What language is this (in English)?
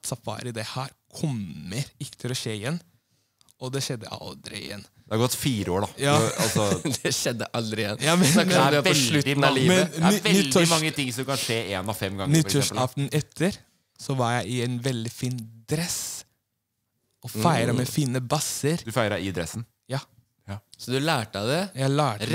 Norwegian